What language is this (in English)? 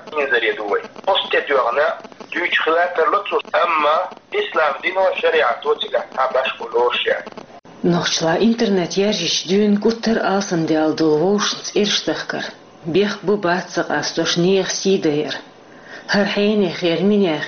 Chechen